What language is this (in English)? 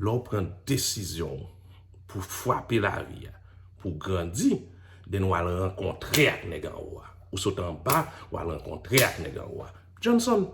Haitian Creole